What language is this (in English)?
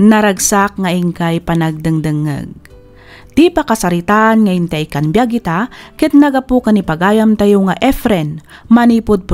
Iloko